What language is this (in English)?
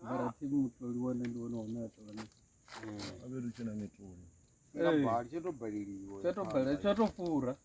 Venda